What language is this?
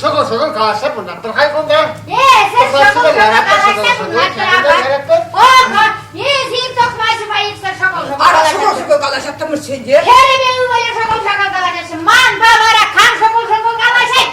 Chuvash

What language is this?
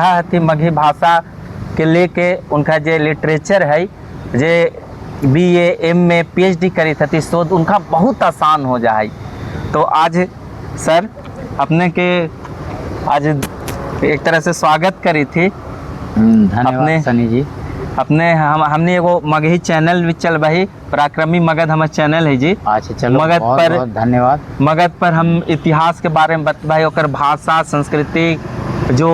Magahi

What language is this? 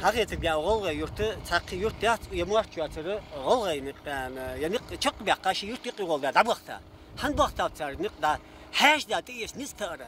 Ingush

